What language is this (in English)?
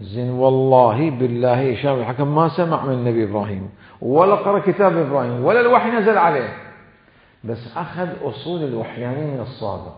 Mesopotamian Arabic